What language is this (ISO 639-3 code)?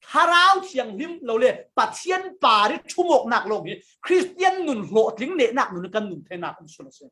cfm